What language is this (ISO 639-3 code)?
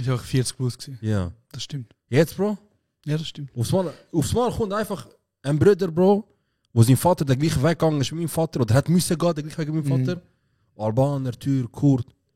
gsw